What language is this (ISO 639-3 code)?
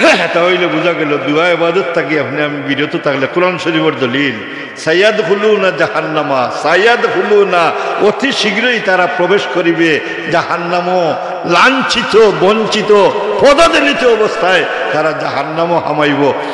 syl